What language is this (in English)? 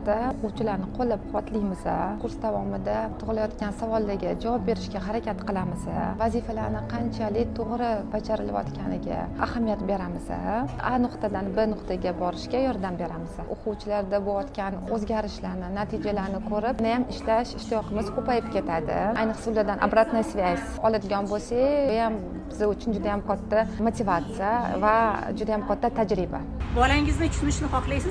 Uzbek